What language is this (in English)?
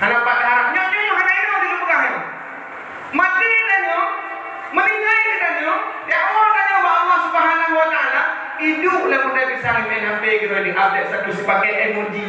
Achinese